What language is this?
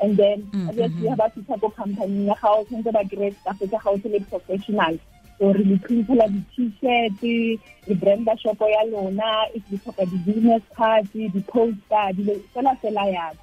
Tswana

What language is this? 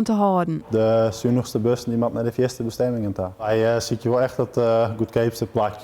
Western Frisian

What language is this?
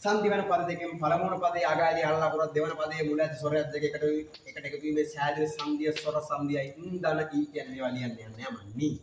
Sinhala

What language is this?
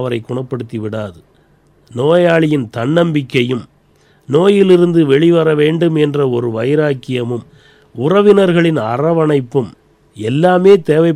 Tamil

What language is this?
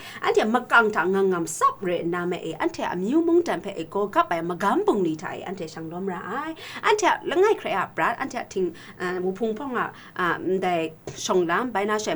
Kachin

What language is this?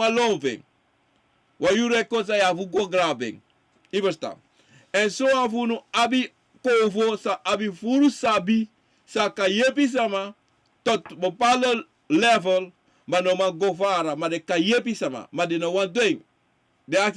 Sranan Tongo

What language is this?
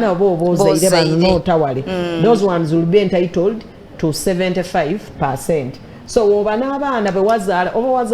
Soga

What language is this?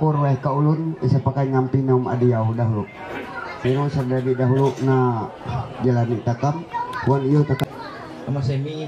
Ma'anyan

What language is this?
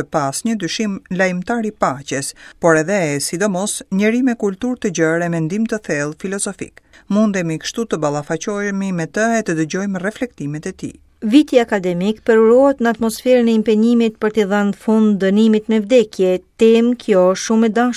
Albanian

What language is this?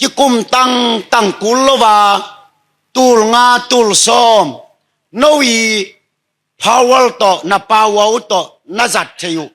Tedim Chin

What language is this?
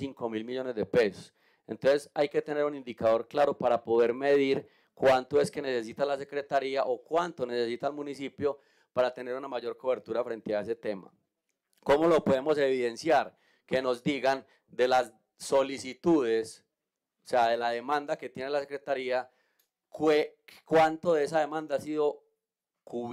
Spanish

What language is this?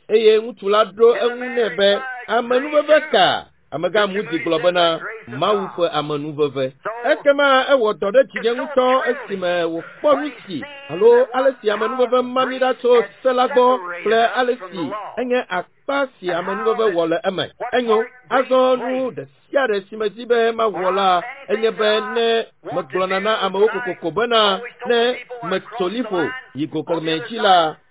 Ewe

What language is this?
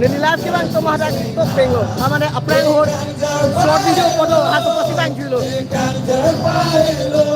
Karbi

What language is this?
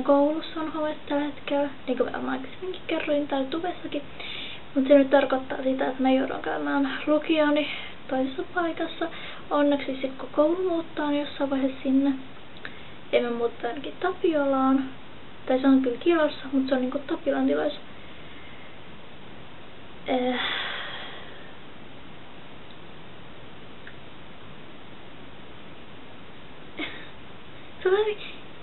Finnish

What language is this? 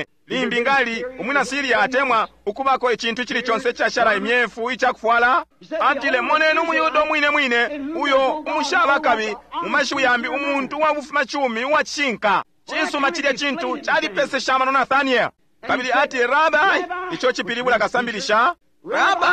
Bemba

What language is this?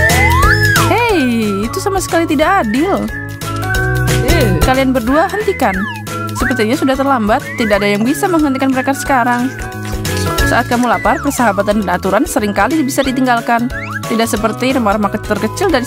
Indonesian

